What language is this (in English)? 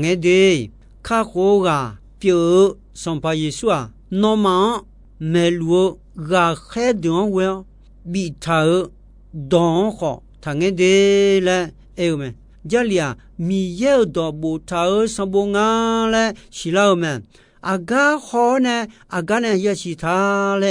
Akha